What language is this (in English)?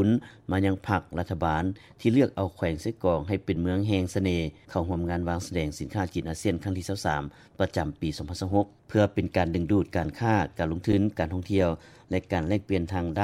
Lao